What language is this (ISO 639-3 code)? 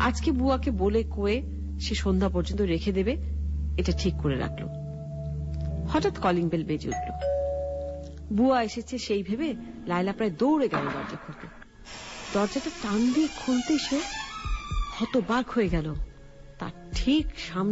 ben